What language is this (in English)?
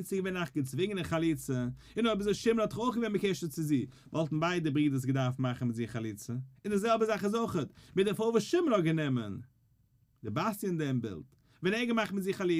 Yiddish